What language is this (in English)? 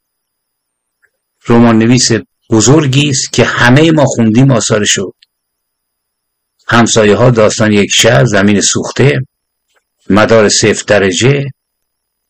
Persian